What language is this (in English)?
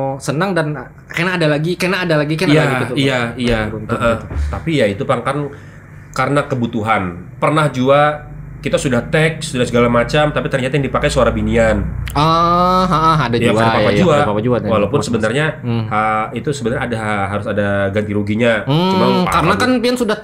Banjar